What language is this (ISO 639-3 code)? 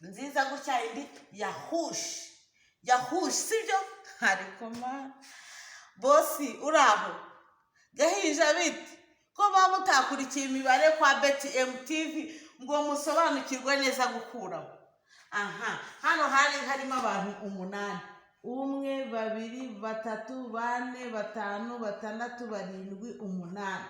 kin